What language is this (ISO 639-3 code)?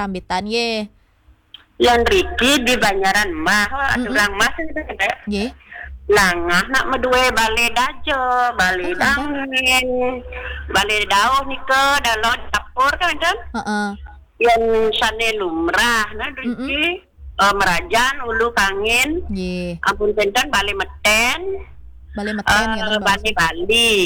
ban